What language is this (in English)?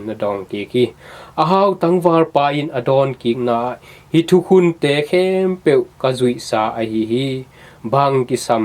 Tedim Chin